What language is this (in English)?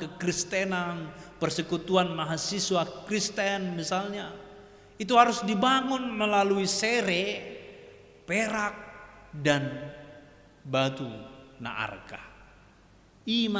Batak Toba